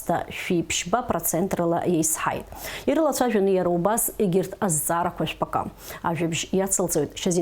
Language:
Abkhazian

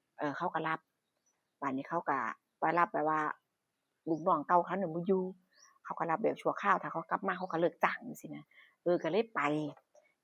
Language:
Northeastern Thai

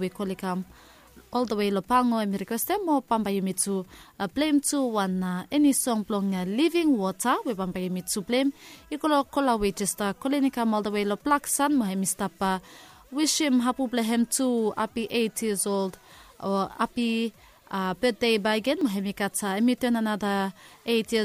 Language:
Bislama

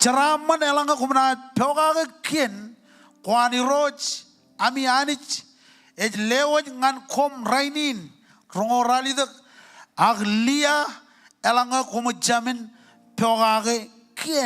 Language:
Marshallese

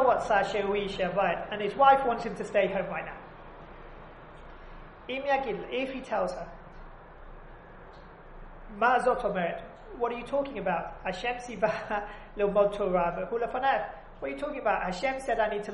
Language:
English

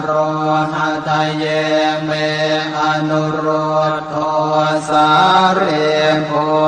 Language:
Pali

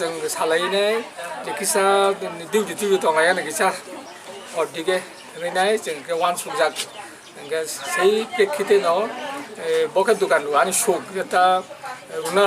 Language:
Kok Borok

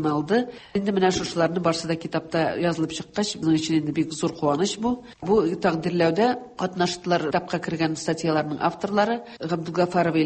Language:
Tatar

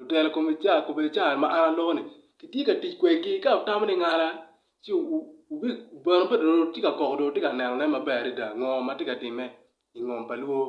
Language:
Acoli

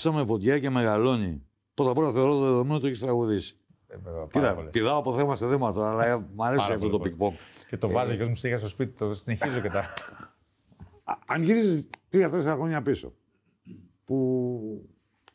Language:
Greek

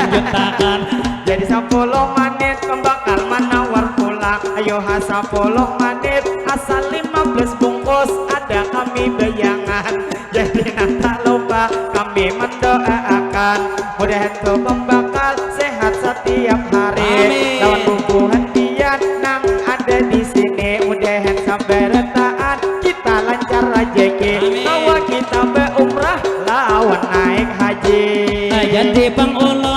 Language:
Banjar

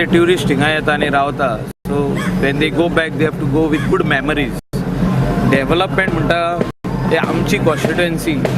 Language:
Konkani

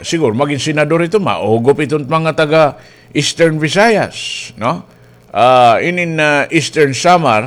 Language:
Waray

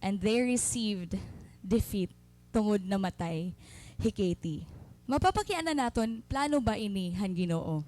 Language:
Waray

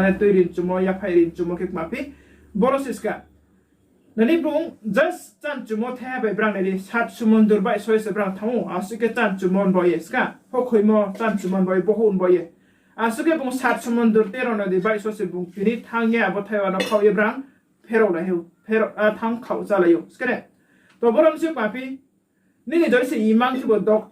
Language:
Riang (India)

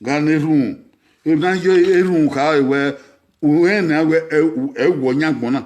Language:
Bini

